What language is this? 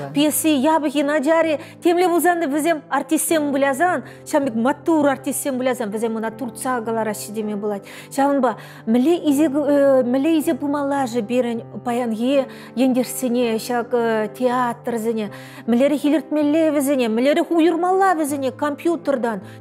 Chuvash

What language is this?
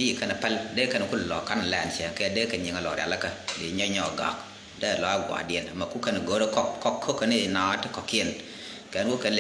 Nuer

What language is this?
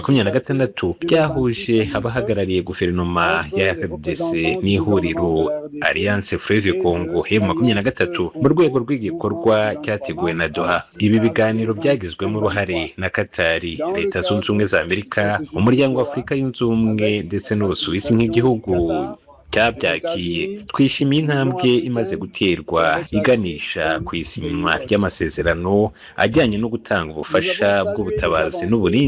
Kinyarwanda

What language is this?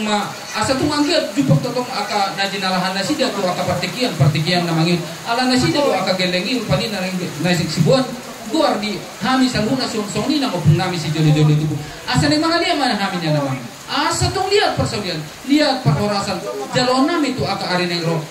Batak Toba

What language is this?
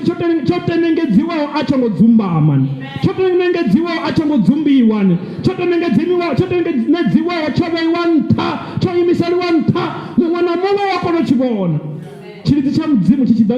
Venda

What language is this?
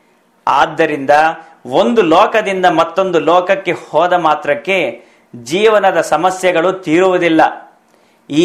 Kannada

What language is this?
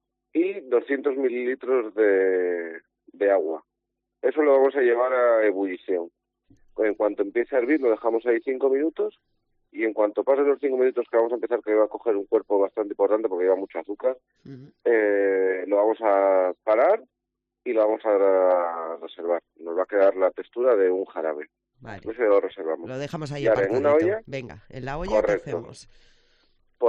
Spanish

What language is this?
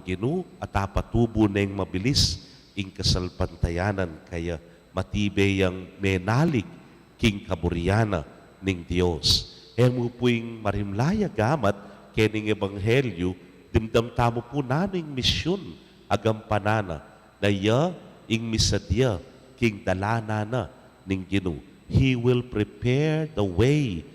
Pampanga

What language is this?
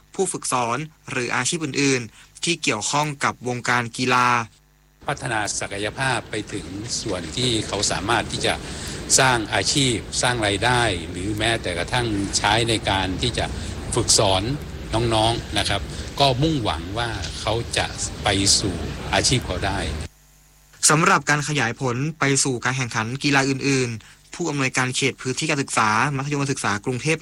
Thai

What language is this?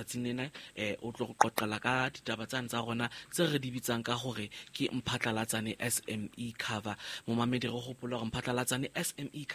Southern Sotho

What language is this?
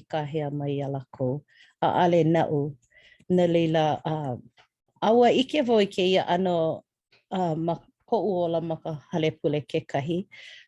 Hawaiian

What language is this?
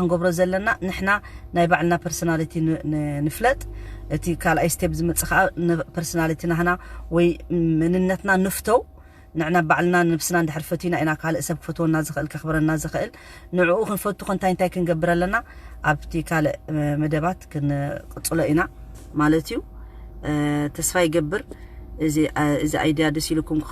Tigrinya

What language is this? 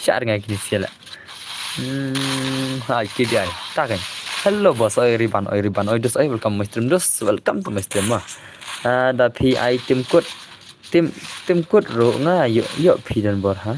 Khasi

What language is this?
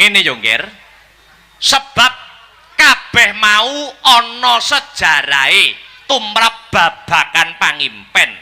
Javanese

